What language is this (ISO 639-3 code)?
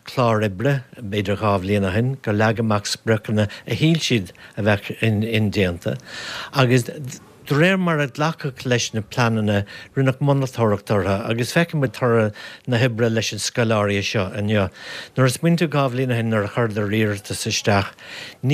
gle